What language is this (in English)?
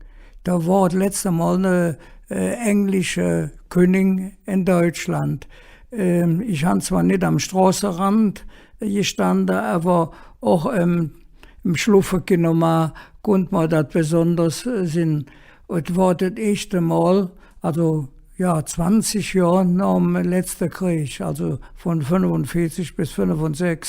Colognian